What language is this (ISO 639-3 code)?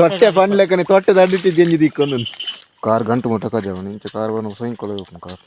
tcy